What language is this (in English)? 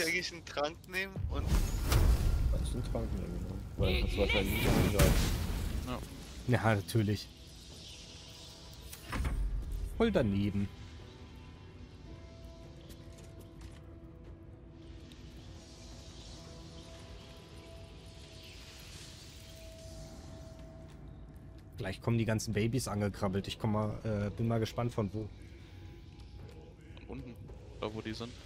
German